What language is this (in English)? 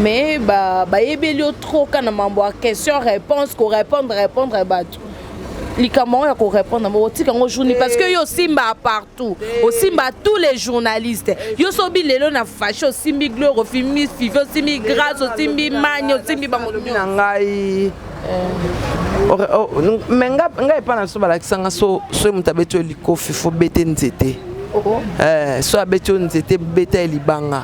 Lingala